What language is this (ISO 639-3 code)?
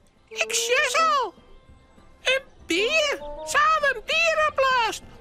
fry